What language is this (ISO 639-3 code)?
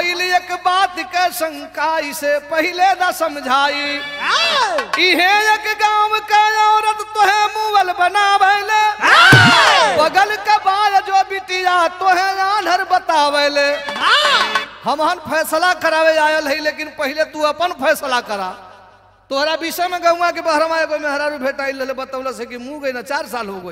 bho